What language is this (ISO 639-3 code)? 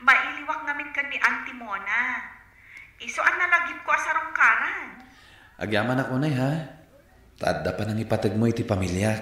ilo